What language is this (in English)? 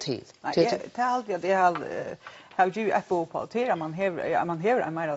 Faroese